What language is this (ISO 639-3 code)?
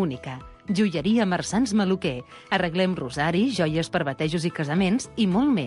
cat